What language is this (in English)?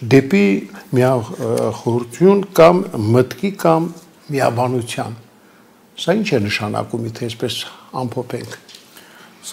Armenian